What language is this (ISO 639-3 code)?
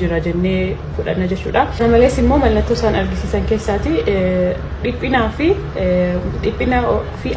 orm